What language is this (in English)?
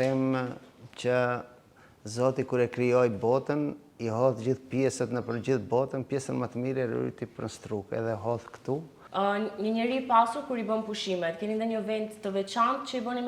Albanian